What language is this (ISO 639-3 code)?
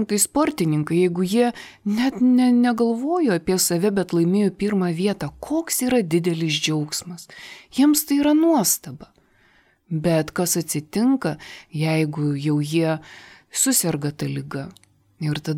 lit